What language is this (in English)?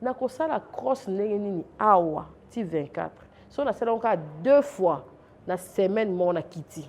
Lingala